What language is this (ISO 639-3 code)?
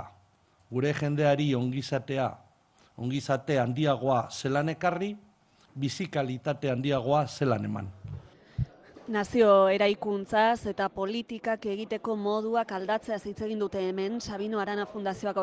eus